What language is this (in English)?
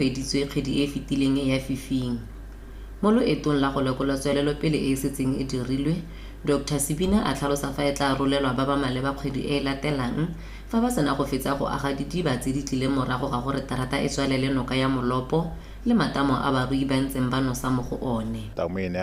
Tswana